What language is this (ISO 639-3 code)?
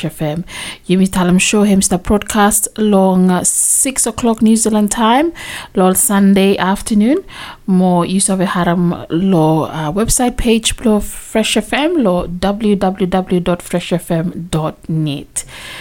bis